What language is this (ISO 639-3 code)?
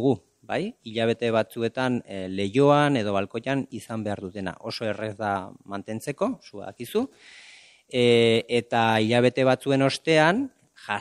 eus